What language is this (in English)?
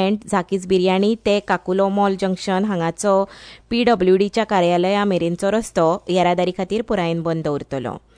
Konkani